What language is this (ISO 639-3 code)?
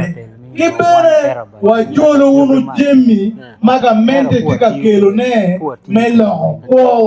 ach